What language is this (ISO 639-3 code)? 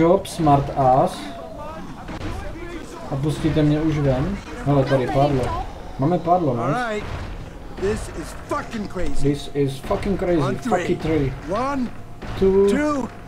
ces